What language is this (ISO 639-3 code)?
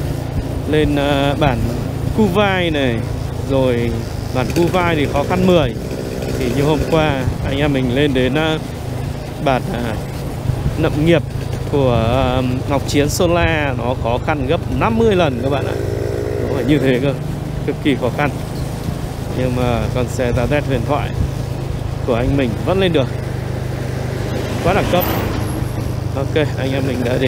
vie